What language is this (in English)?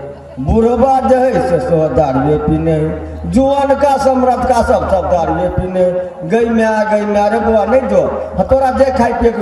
Maithili